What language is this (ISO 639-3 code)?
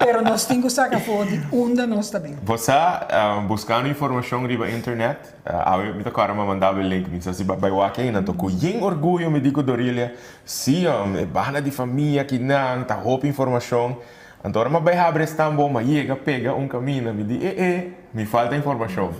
pap